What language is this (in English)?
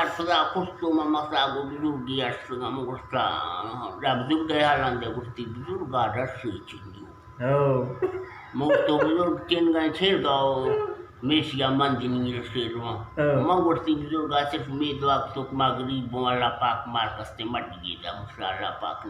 Eastern Balochi